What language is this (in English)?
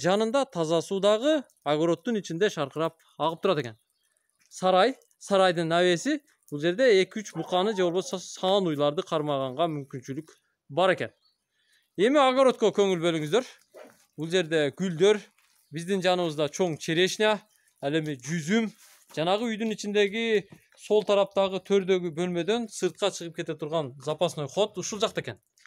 Kyrgyz